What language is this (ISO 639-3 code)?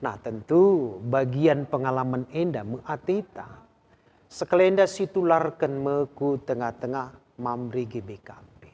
btx